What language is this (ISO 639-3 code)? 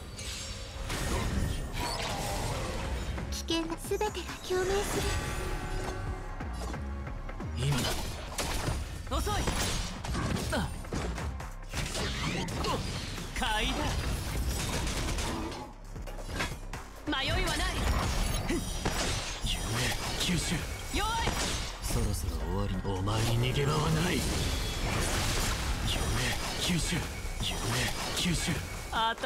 jpn